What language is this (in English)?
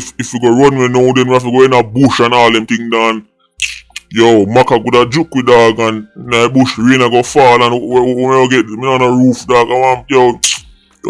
Jamaican Creole English